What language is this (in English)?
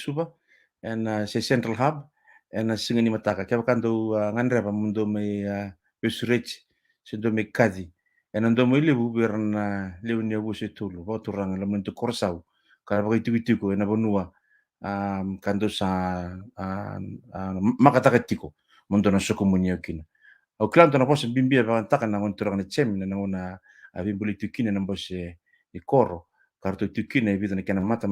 Fijian